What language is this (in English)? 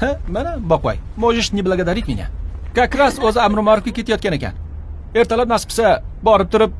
Uzbek